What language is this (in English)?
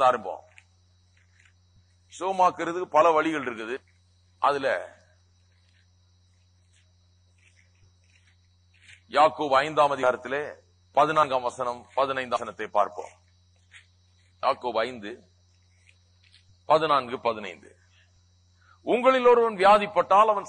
Tamil